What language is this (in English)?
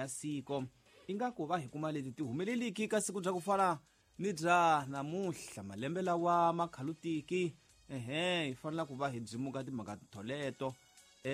Tsonga